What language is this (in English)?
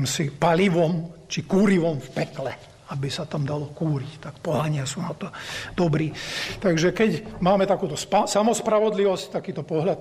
Slovak